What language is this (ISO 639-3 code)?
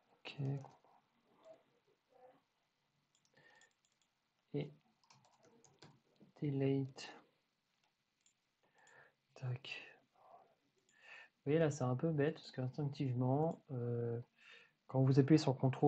fra